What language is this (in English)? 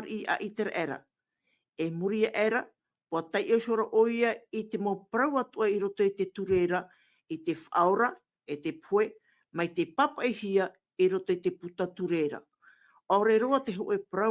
Tahitian